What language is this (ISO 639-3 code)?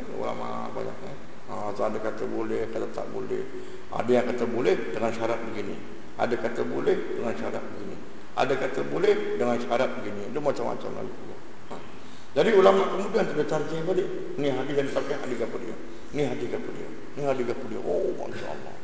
msa